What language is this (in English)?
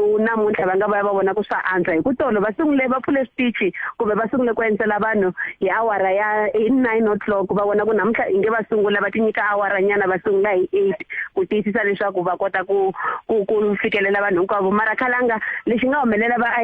Tsonga